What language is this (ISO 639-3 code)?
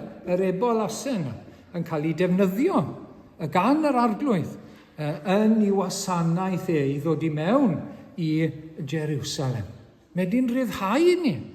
cym